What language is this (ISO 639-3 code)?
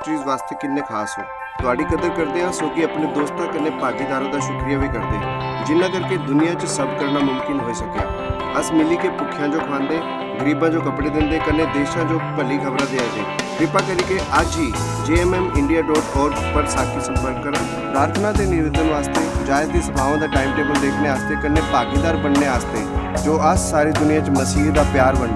doi